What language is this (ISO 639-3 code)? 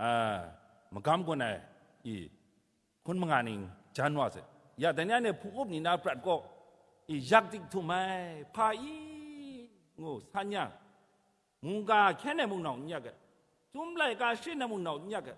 kac